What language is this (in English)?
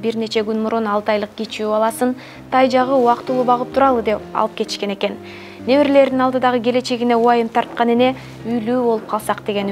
Kyrgyz